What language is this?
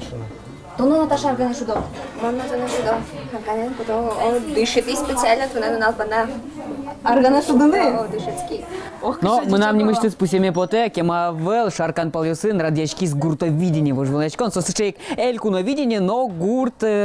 Udmurt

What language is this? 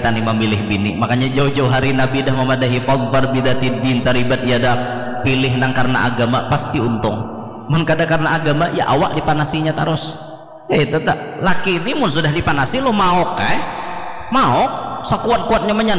Banjar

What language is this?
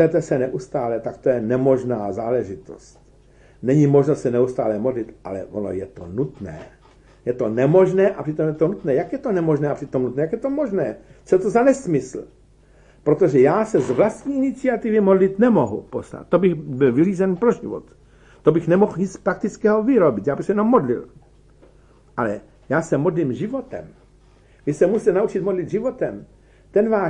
Czech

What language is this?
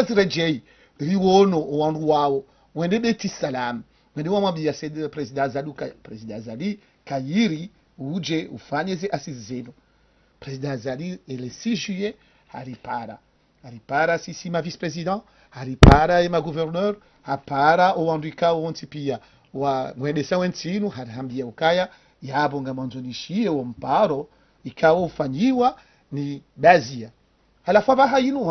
Ngazidja Comorian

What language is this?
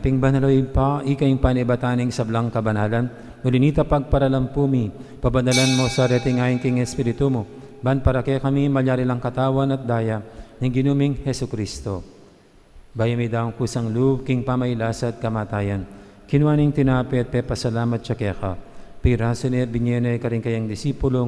Pampanga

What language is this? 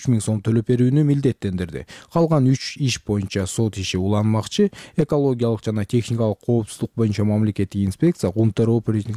Kyrgyz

